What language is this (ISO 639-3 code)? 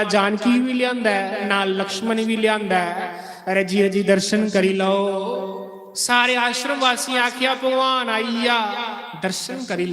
doi